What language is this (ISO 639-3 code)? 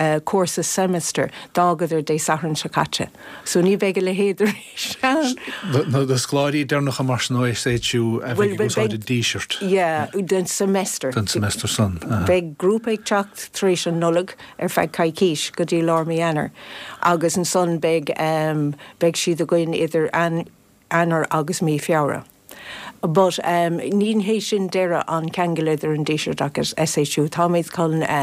gle